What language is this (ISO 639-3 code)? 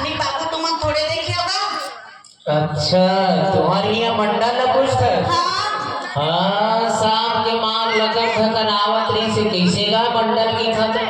hne